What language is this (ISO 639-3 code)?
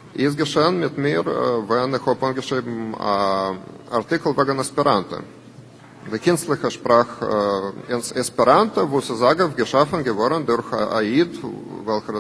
yid